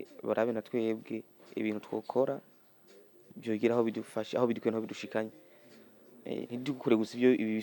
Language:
Rundi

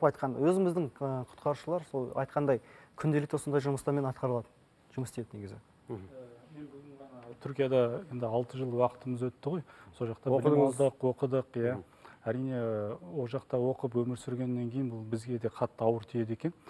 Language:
Kazakh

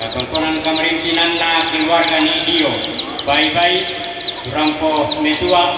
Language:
Toraja-Sa'dan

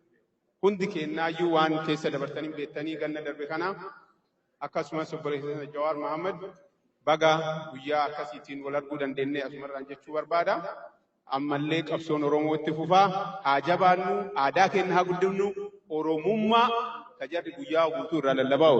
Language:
Oromo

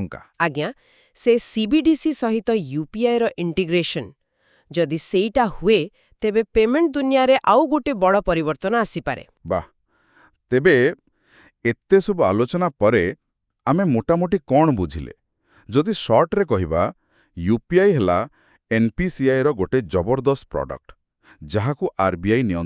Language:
Odia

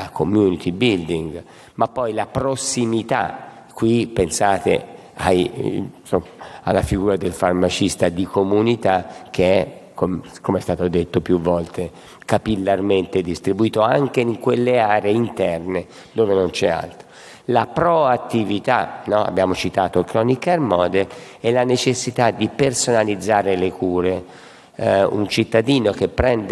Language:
Italian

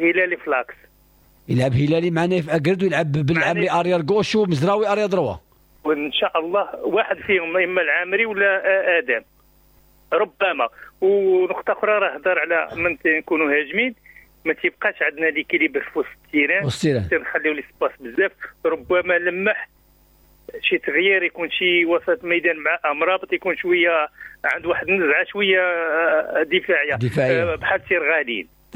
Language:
Moroccan Arabic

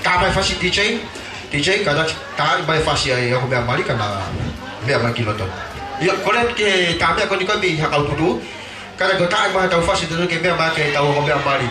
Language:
Tongan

